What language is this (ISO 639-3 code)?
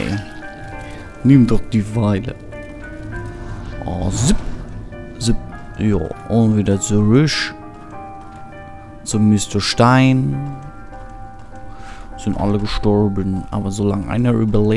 deu